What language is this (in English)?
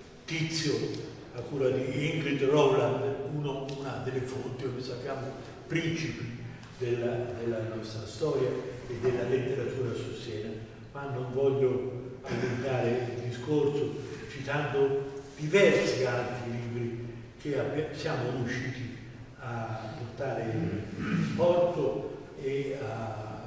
Italian